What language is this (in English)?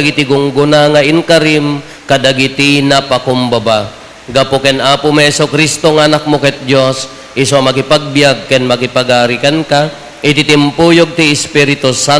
Iloko